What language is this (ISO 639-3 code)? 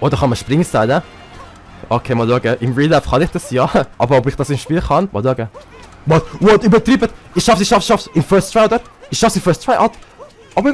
gsw